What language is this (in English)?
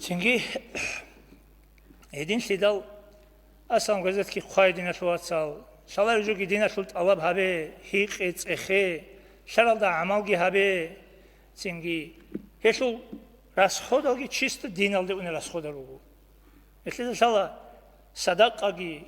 Avaric